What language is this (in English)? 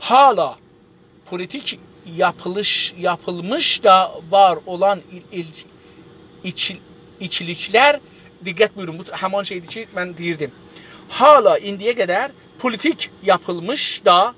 South Azerbaijani